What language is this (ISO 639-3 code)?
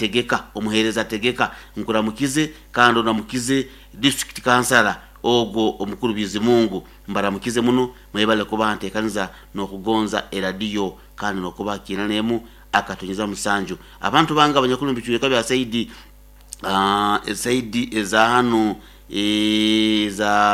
nyo